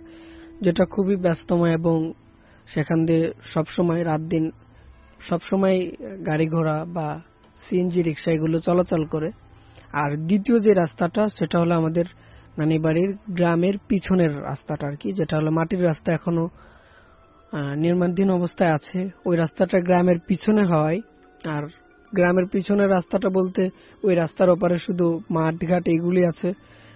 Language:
Bangla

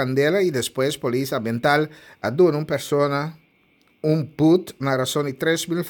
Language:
Papiamento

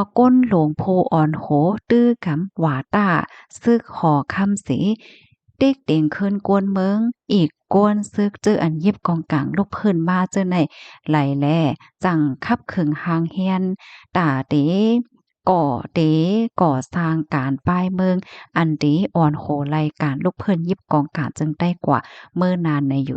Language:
Shan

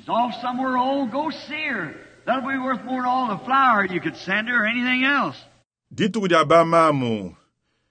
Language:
Luba-Lulua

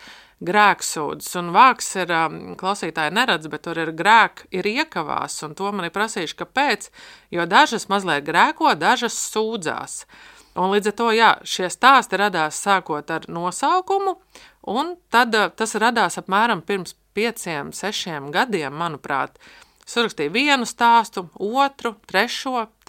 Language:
Latvian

